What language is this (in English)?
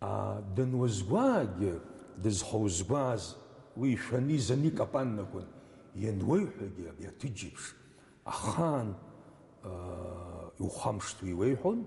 Abkhazian